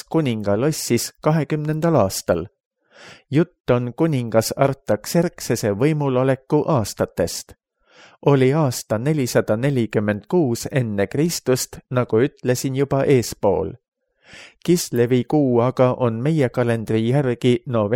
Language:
Estonian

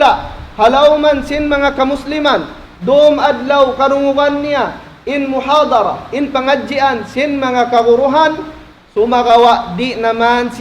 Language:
Tausug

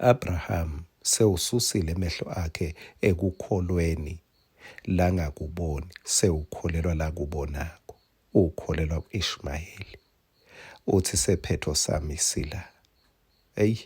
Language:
Swati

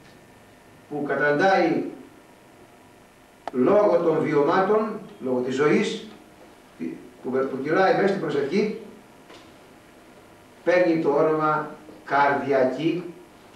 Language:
Greek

